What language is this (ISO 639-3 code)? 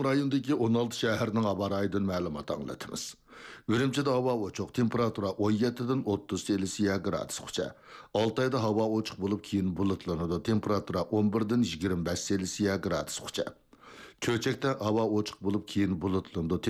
uig